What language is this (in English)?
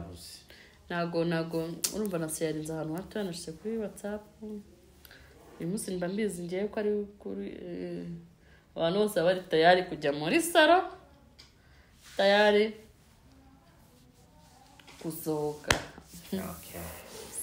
Kinyarwanda